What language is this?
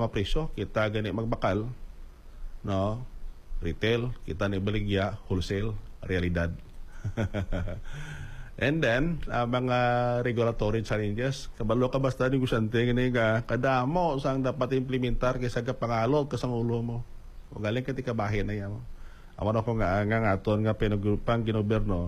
Hiligaynon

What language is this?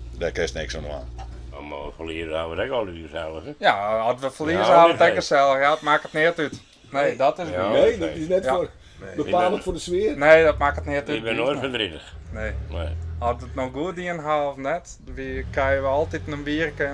Western Frisian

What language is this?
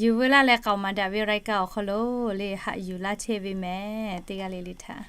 Lahu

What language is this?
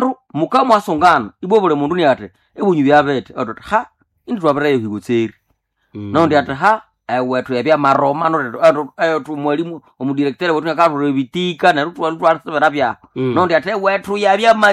Nande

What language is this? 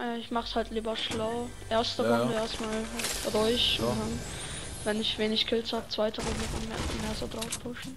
Bavarian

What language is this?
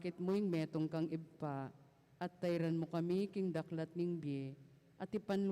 Pampanga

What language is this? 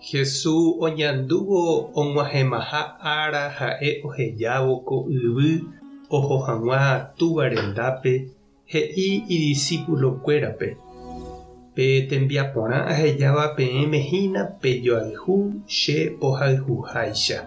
Guarani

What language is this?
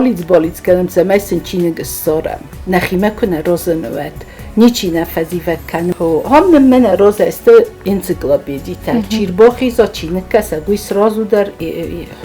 Ossetic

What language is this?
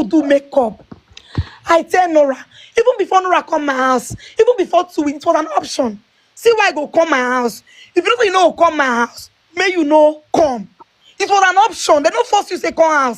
Nigerian Pidgin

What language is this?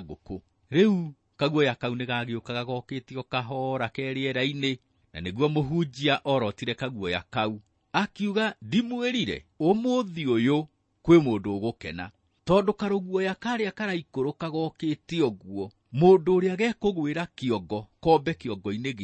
Kikuyu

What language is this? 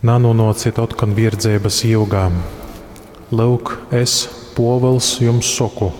Latgalian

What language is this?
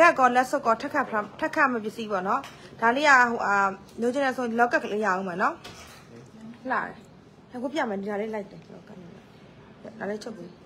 Burmese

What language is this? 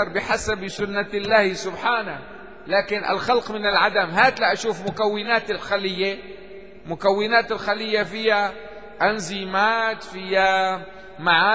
Arabic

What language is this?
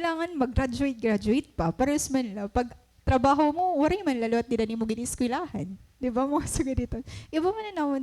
Waray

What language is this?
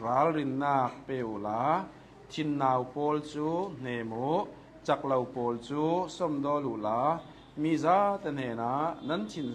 Hakha Chin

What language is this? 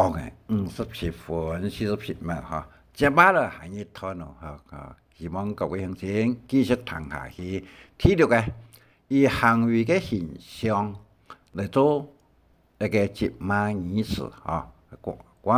Hakka Chinese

